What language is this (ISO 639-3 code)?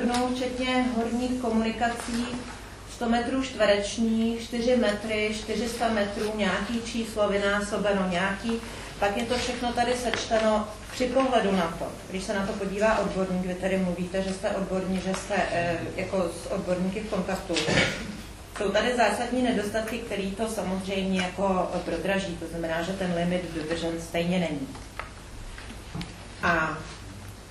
ces